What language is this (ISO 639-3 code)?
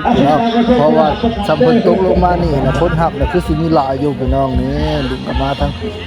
tts